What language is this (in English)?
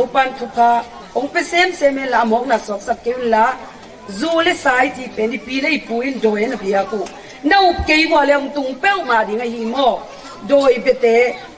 Tedim Chin